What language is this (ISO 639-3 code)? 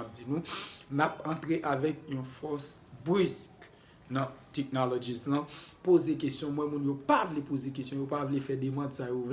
hat